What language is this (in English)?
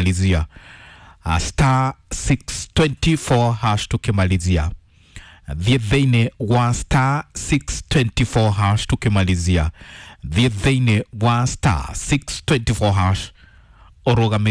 Kikuyu